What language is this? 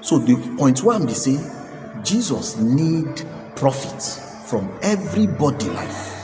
Nigerian Pidgin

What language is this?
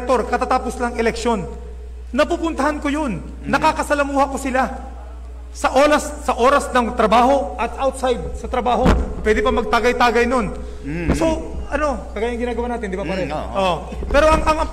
Filipino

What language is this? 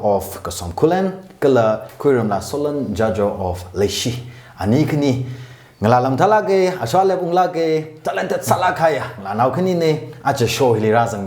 Tangkhul Naga (India)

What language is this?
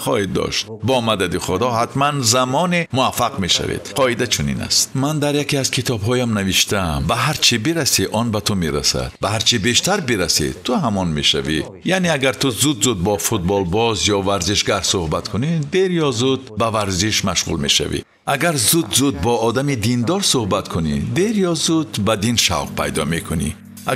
Tajik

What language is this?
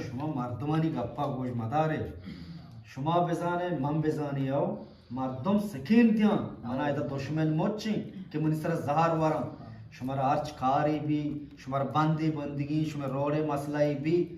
Eastern Balochi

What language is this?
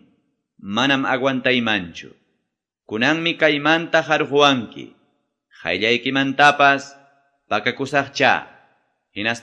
Quechua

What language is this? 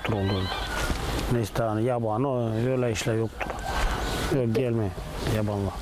Gagauz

